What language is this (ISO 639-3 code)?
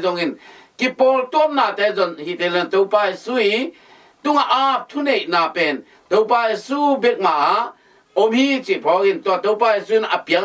ctd